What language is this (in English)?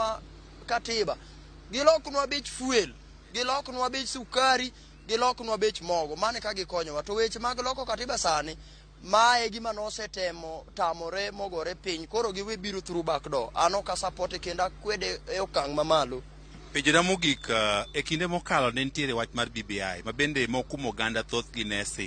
Luo (Kenya and Tanzania)